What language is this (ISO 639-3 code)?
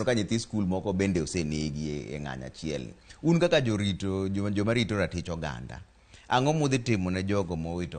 luo